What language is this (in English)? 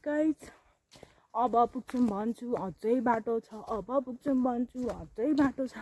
Nepali